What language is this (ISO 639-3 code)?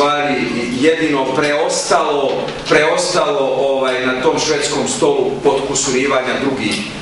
hrv